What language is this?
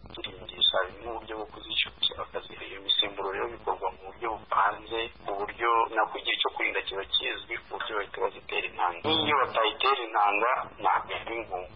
Kinyarwanda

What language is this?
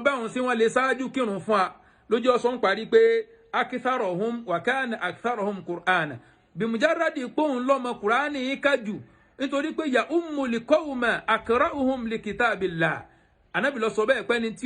Yoruba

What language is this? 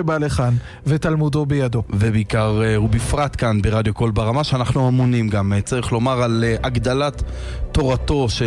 Hebrew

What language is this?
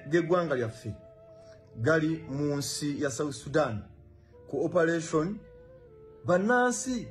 Ganda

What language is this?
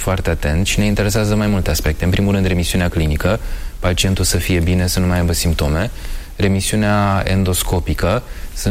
Romanian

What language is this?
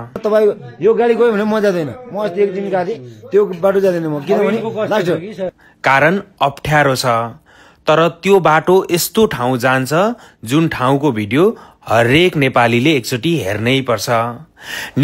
Nepali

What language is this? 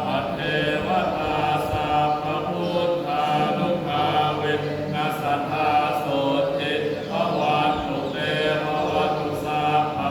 Pali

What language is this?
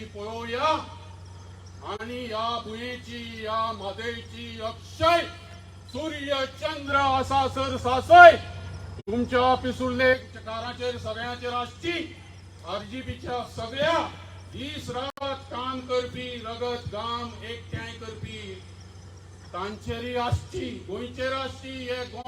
Konkani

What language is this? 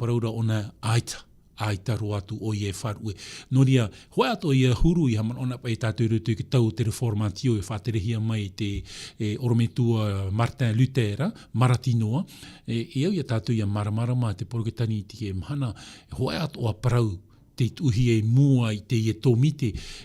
Tahitian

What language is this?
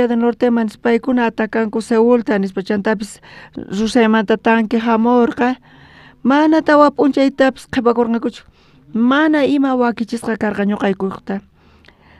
South Bolivian Quechua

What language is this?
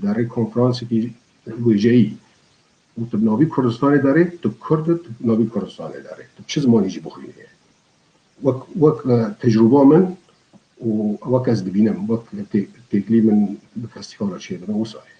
Kurdish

